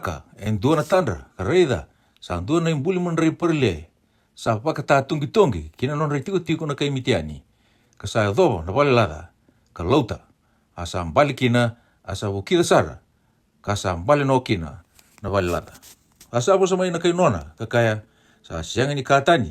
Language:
Fijian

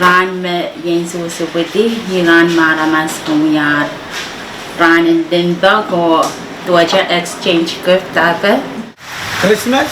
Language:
Pohnpeian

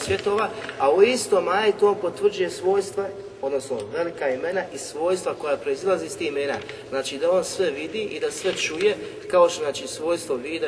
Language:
Bosnian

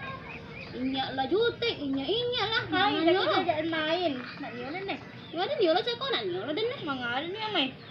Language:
Minangkabau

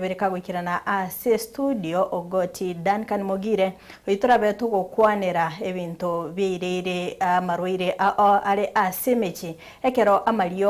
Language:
Gusii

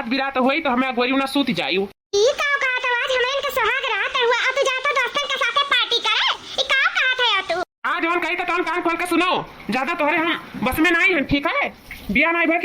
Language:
Awadhi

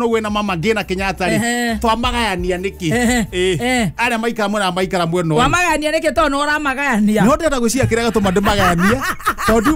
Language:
Kikuyu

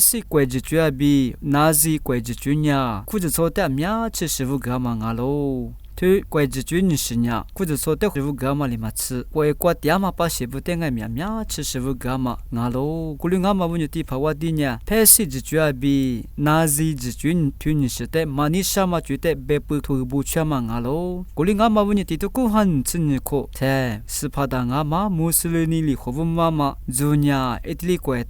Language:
Lisu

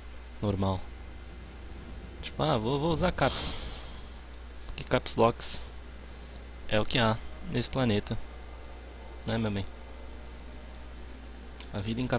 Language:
Portuguese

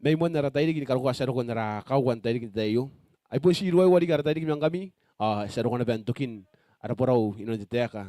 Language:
Gilbertese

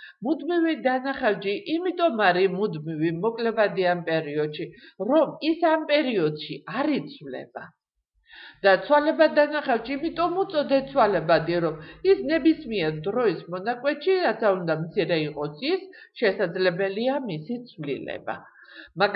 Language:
Georgian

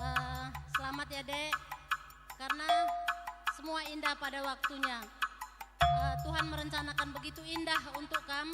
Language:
Batak Karo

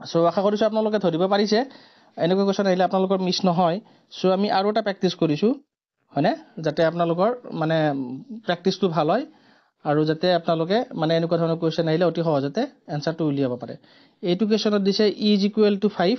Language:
Assamese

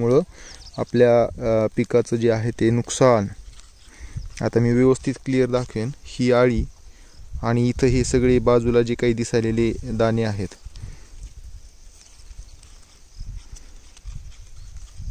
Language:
Marathi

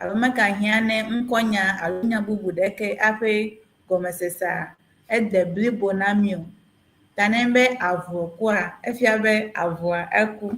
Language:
Ewe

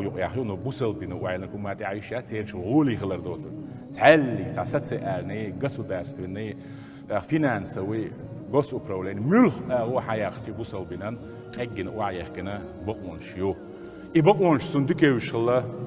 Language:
Chechen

